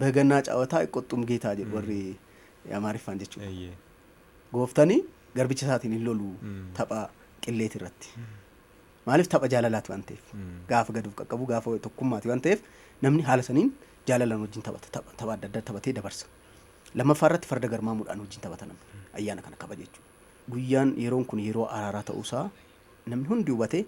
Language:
Oromo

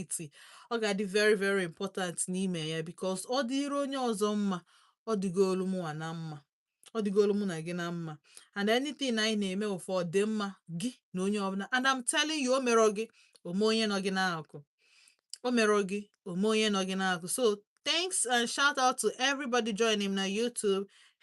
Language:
Igbo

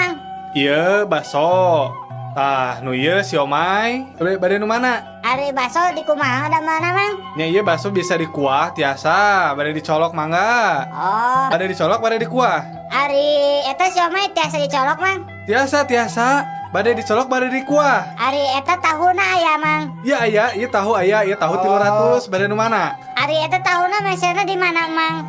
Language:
Sundanese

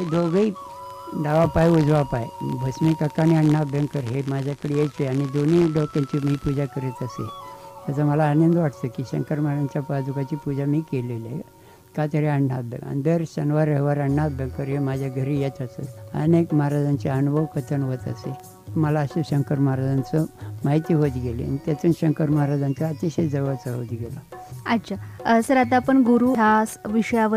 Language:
Marathi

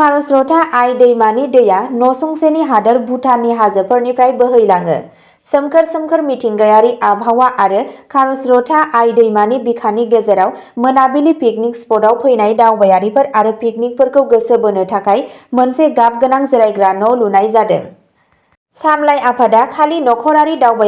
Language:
Bodo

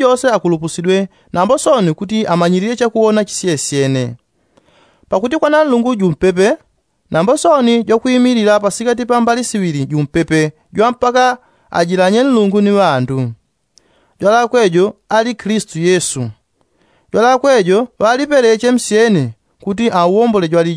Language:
Yao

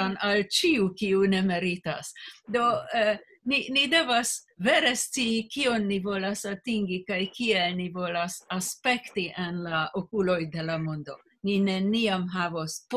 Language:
Esperanto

